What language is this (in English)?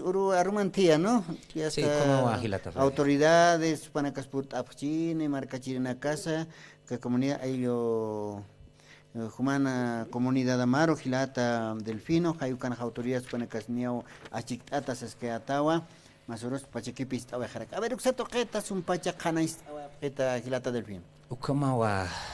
Aymara